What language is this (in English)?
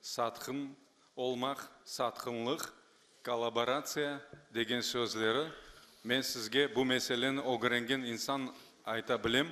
Crimean Tatar